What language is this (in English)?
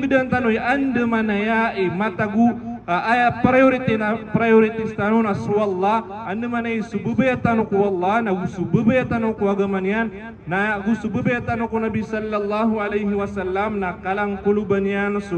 Maranao